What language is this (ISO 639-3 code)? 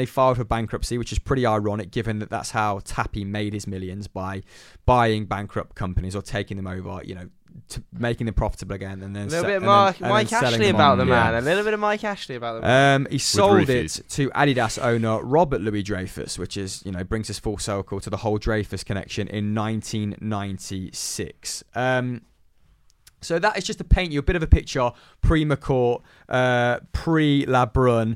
eng